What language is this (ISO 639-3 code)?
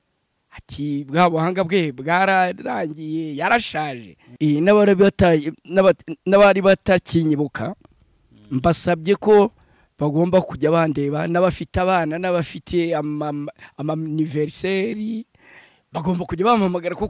kin